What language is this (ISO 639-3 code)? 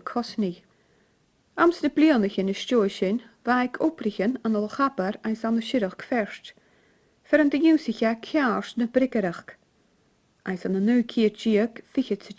gla